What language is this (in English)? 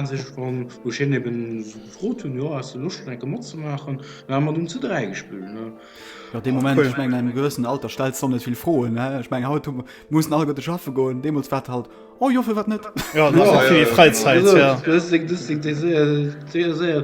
Luxembourgish